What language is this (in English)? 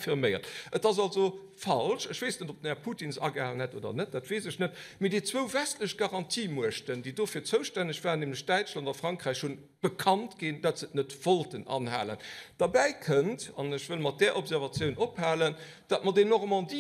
Luxembourgish